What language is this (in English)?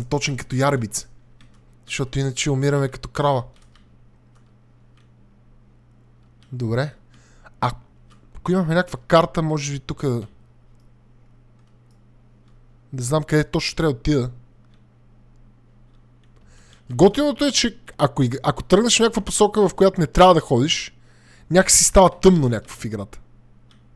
Bulgarian